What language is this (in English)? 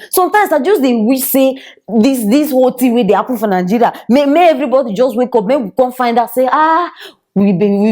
Nigerian Pidgin